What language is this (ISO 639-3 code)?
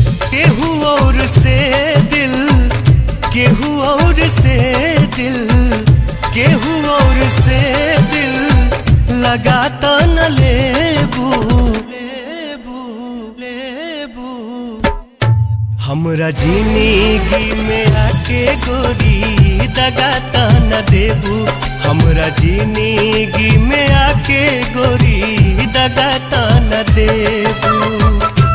bho